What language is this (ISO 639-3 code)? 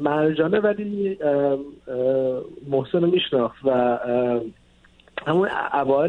fas